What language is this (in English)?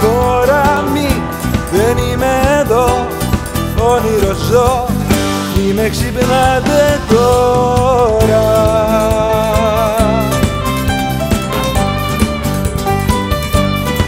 Greek